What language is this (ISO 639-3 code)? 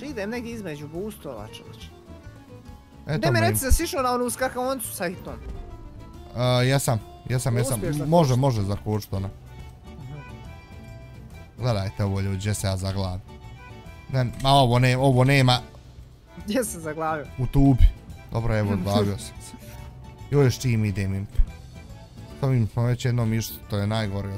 bos